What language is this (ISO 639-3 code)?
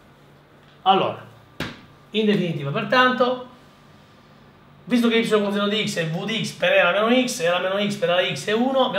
ita